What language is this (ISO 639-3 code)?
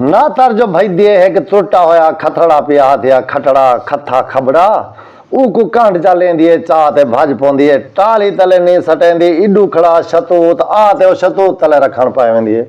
skr